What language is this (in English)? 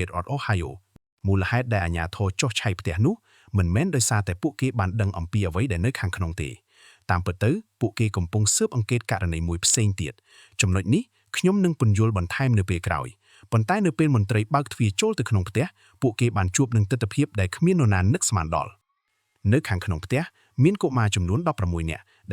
Khmer